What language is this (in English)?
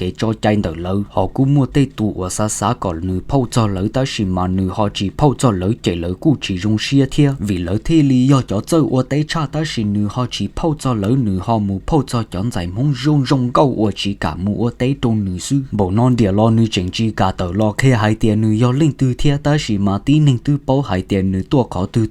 Hmong